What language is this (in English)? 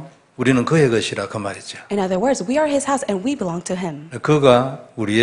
Korean